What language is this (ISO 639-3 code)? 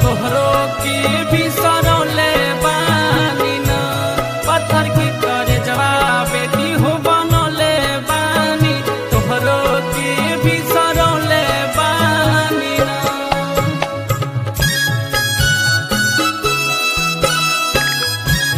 bho